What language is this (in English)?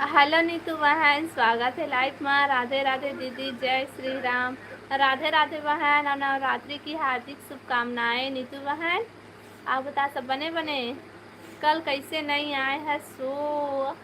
Chhattisgarhi